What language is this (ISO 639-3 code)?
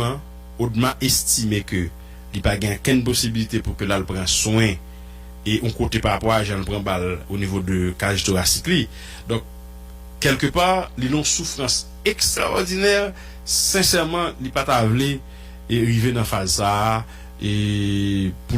hat